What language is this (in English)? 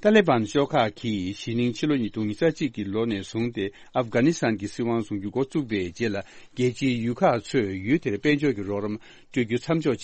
Tibetan